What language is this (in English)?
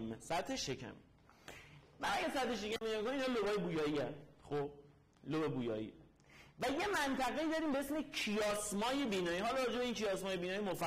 Persian